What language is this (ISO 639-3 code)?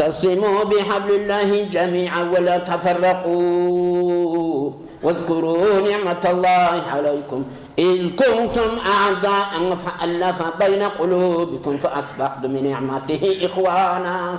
kum